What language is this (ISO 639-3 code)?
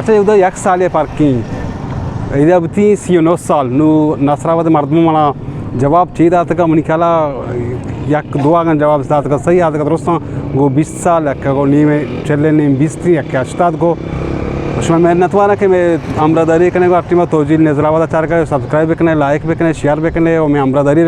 bal